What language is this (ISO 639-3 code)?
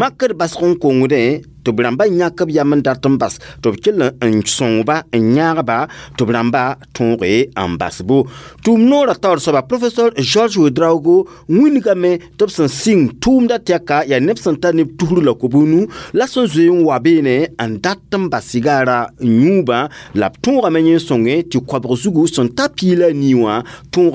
mos